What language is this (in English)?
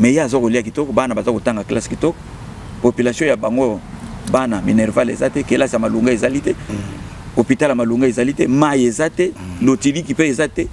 Lingala